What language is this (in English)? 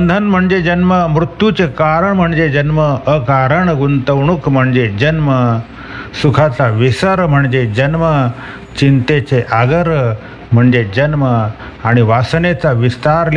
Marathi